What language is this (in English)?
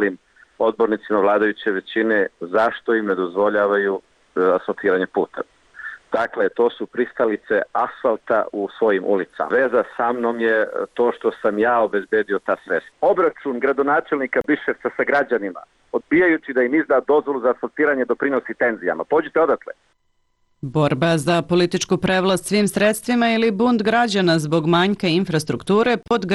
Serbian